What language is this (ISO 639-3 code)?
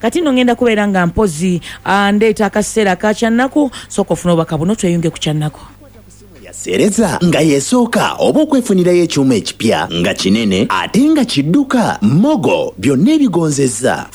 lug